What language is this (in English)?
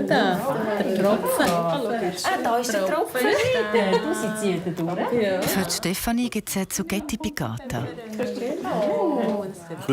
Swiss German